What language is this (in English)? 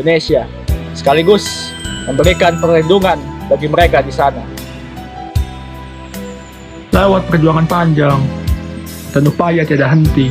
Indonesian